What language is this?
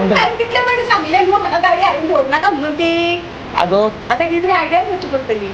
Konkani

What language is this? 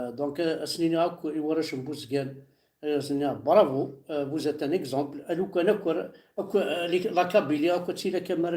Kabyle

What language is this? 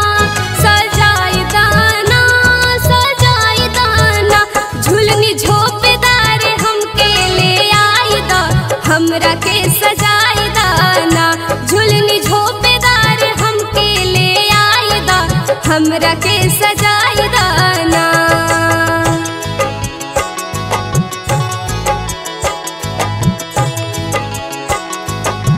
Bhojpuri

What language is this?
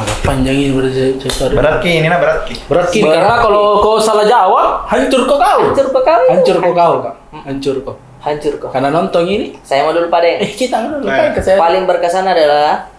Makassar Malay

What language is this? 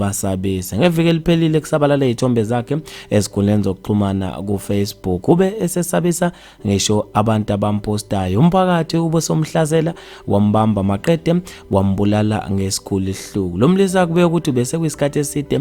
Zulu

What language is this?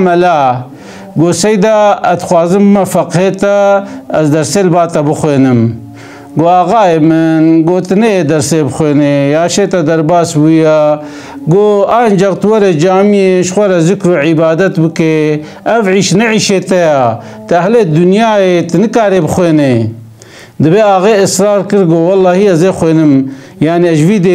Kurdish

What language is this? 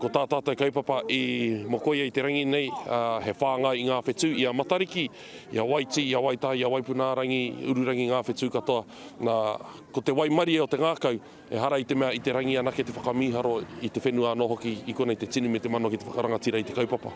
Māori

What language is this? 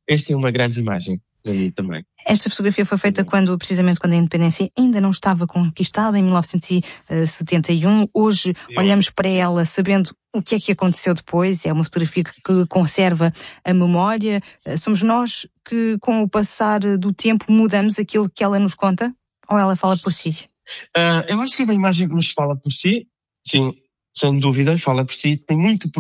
Portuguese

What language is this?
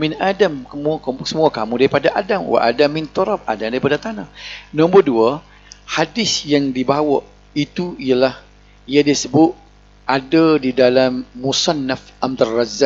Malay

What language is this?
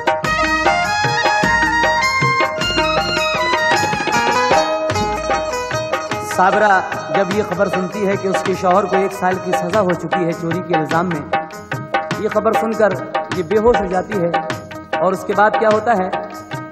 Hindi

